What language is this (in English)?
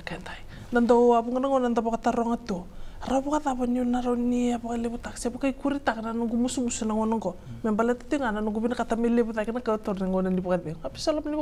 Fijian